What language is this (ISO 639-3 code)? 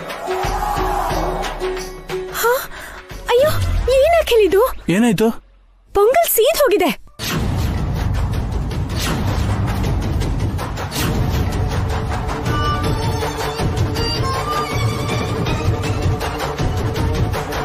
kan